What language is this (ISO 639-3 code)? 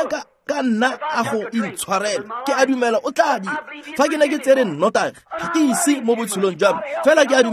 tsn